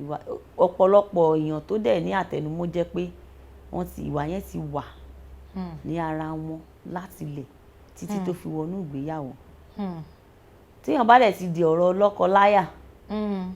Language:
Yoruba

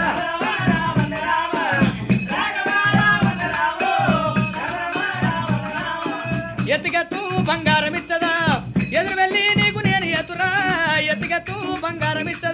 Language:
Telugu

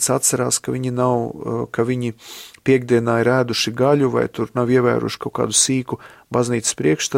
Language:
Latvian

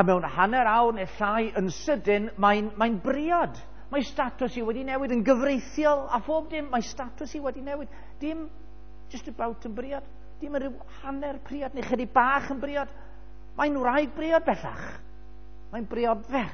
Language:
Welsh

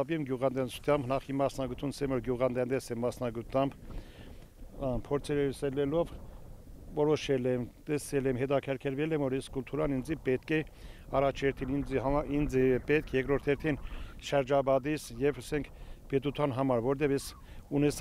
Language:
Armenian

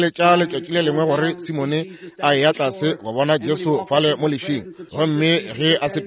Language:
Northern Sotho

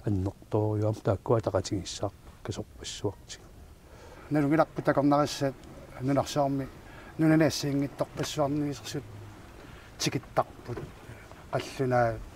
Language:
Kalaallisut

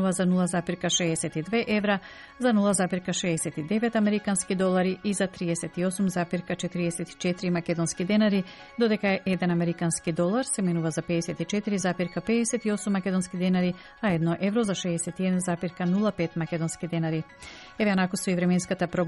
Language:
Macedonian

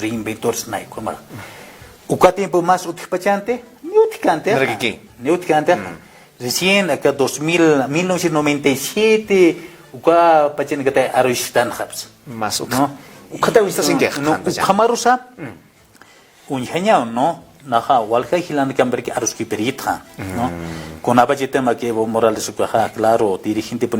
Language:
Aymara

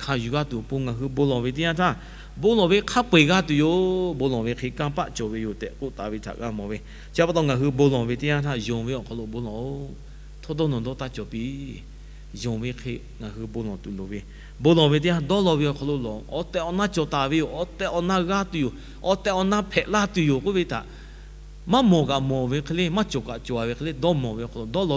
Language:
Lahu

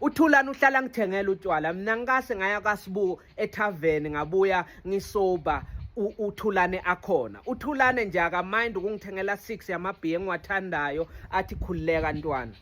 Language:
Zulu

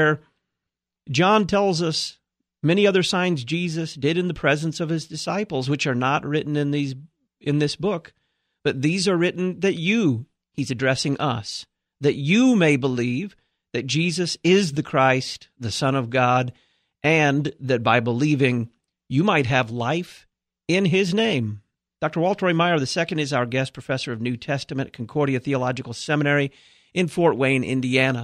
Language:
English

